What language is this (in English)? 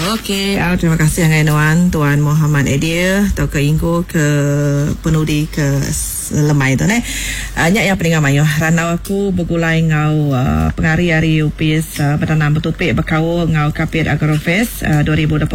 Iban